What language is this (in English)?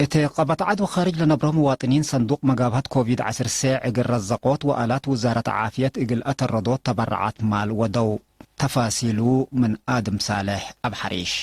Tigre